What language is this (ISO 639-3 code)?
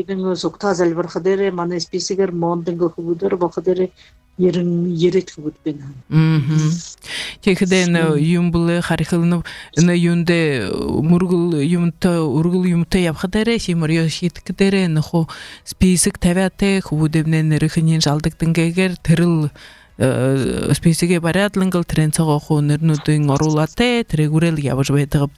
bua